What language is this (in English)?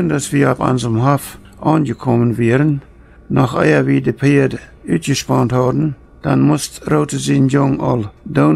Plautdietsch